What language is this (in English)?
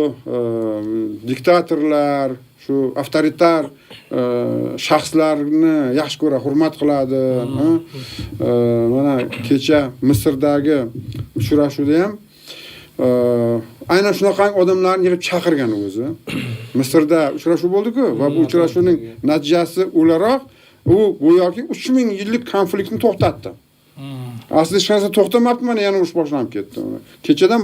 Uzbek